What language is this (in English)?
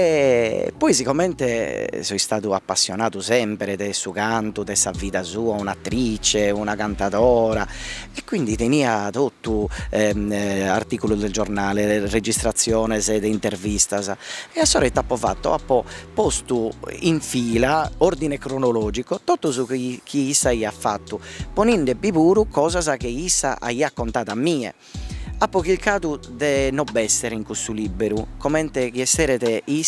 Sardinian